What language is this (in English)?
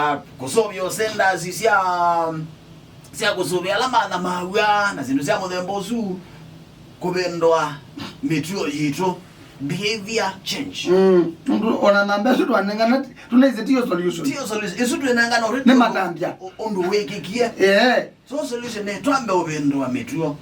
Kamba